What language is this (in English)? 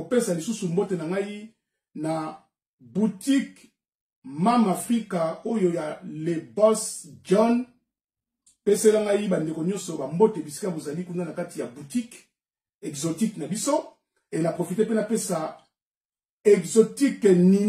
Lingala